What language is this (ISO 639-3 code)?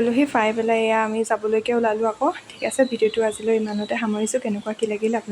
asm